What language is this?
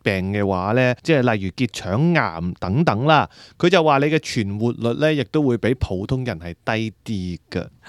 Cantonese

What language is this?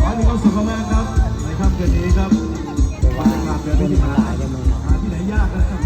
Northeastern Thai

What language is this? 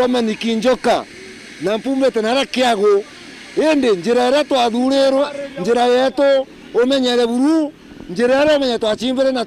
Meru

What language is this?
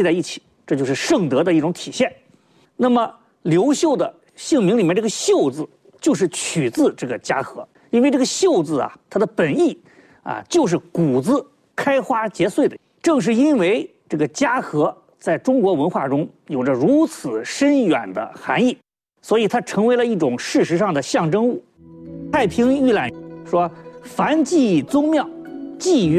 Chinese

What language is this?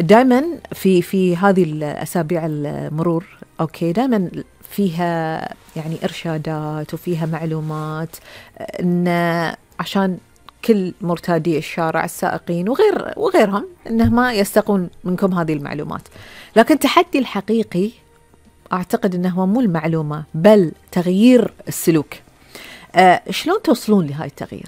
Gulf Arabic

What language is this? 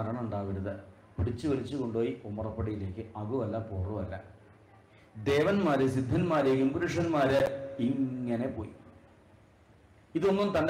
Malayalam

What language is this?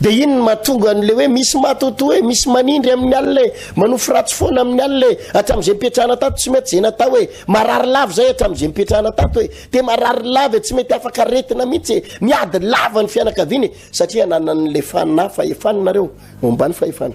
Malagasy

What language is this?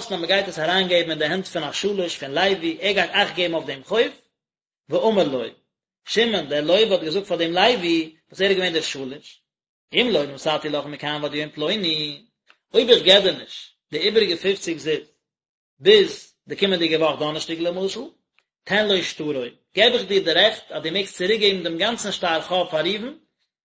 Yiddish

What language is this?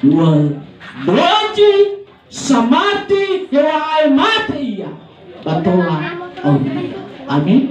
Nias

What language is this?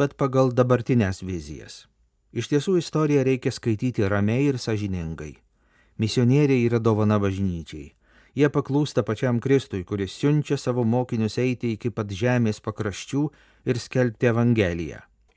Lithuanian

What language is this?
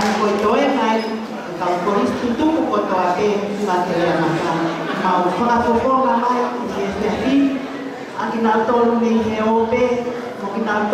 Tongan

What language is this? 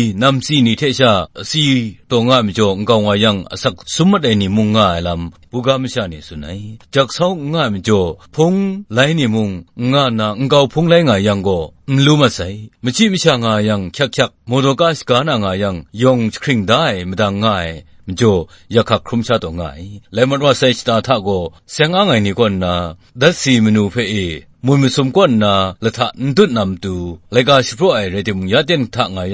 Kachin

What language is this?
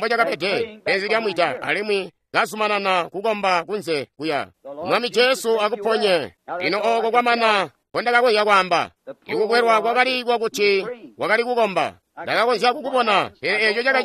Tonga (Zambia)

